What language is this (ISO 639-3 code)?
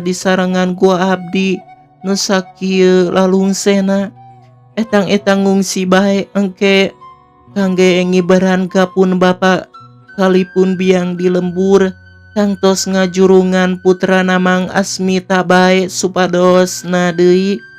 sun